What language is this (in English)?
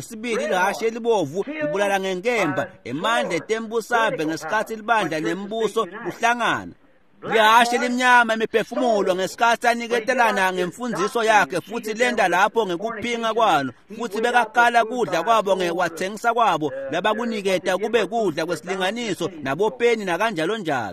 Swati